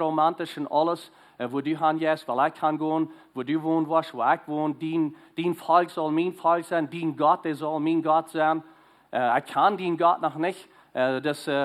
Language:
Plautdietsch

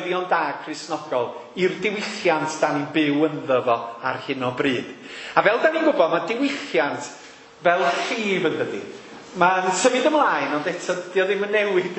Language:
Welsh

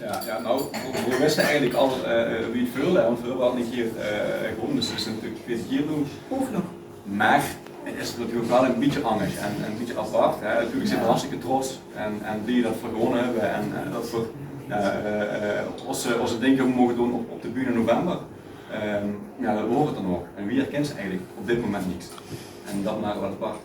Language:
Limburgish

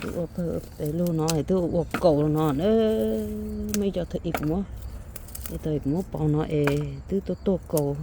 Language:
Hmong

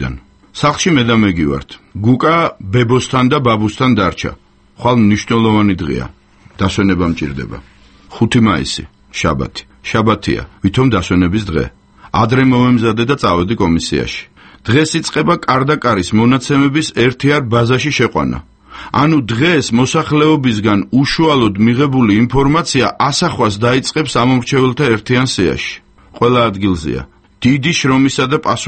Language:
Georgian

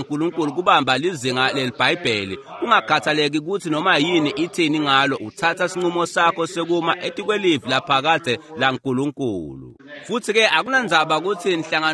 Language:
Swati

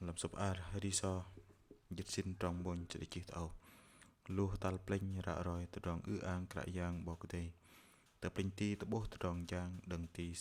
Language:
Bahnar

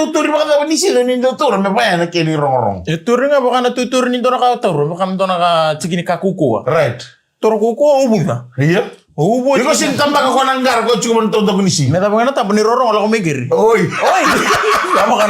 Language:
Fijian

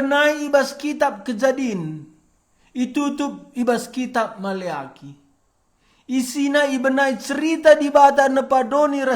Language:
Batak Karo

